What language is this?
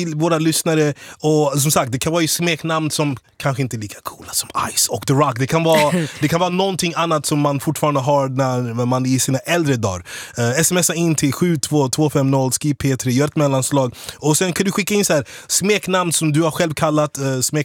Swedish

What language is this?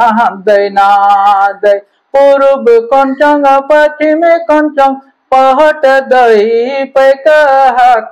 Santali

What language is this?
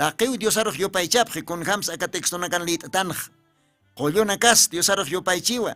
Aymara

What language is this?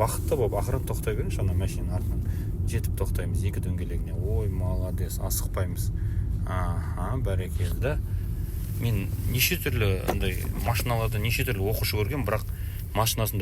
Kazakh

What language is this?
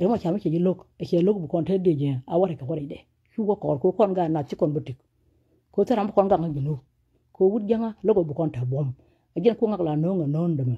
Nuer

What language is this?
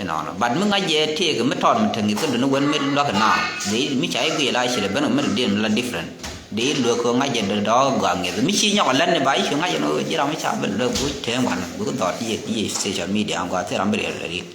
Nuer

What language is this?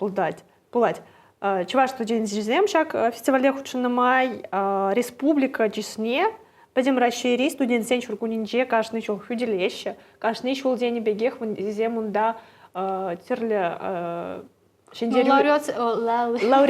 Chuvash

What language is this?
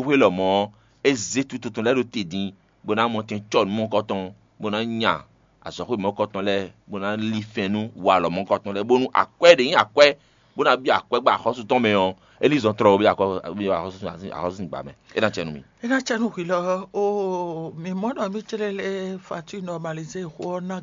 Fon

